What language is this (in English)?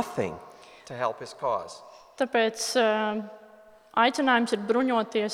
Latvian